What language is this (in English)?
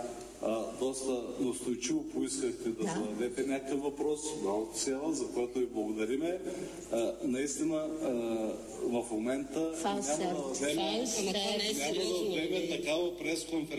Bulgarian